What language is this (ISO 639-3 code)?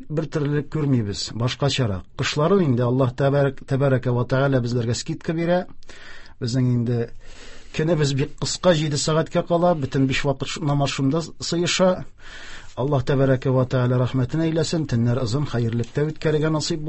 tat